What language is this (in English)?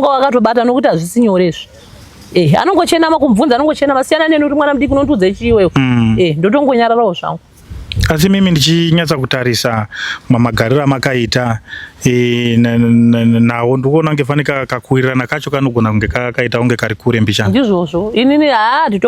Shona